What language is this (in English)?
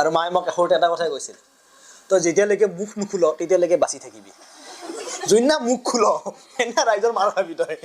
Assamese